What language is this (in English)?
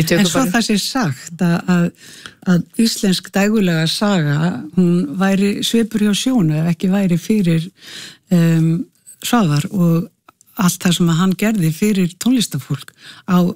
Icelandic